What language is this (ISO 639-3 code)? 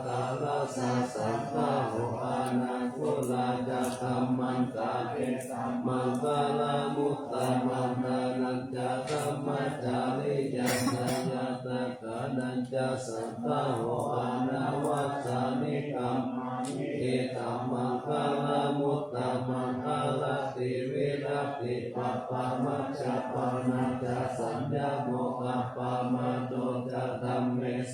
pli